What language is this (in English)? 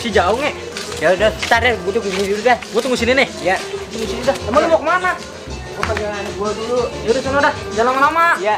Betawi